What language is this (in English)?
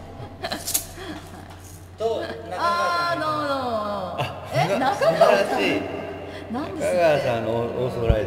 Japanese